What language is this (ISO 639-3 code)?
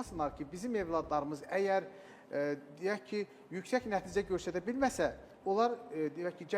aze